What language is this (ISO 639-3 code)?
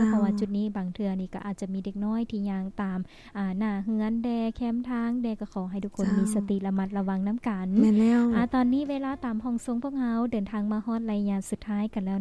lao